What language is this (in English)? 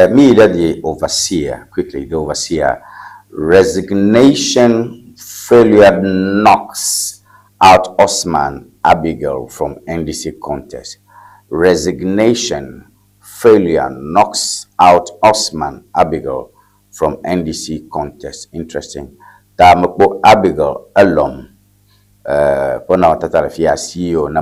Ewe